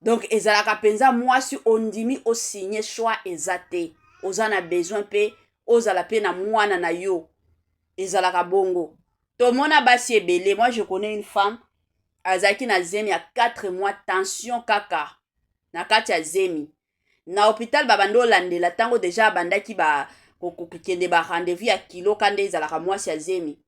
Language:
Lingala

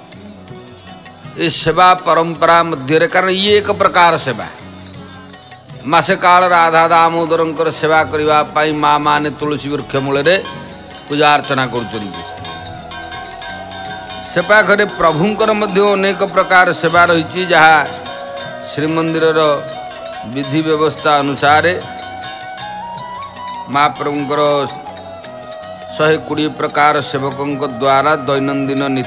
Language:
Odia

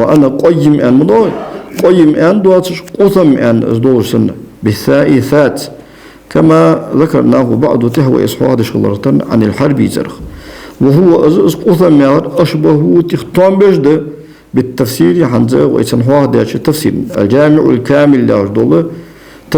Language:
Ingush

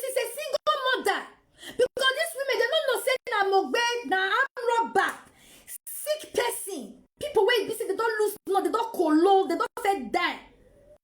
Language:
Nigerian Pidgin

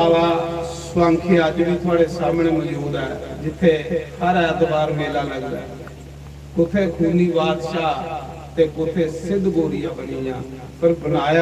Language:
Dogri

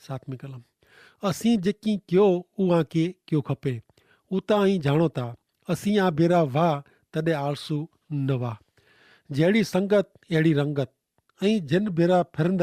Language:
Kachhi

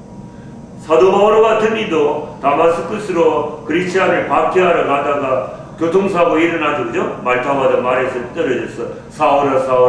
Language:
Korean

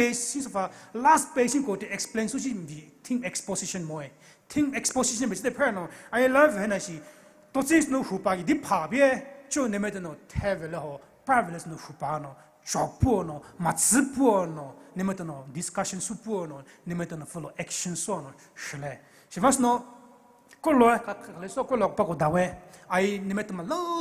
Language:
Poumei Naga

